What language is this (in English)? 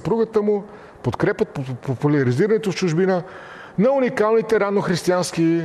Bulgarian